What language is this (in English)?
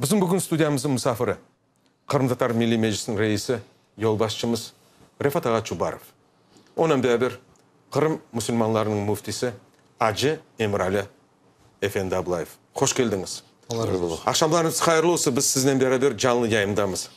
Crimean Tatar